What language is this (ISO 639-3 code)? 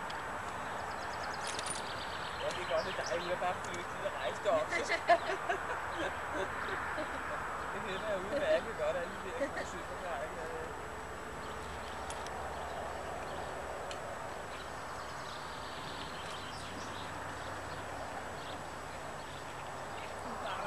dan